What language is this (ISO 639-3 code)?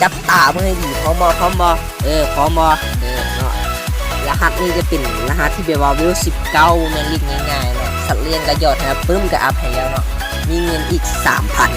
lao